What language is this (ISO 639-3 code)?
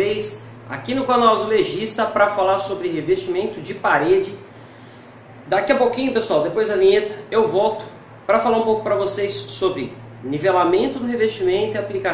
por